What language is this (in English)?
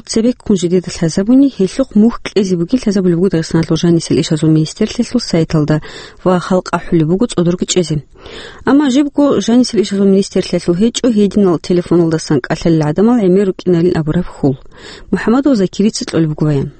Avaric